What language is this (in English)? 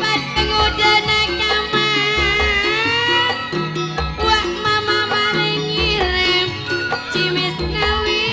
Madurese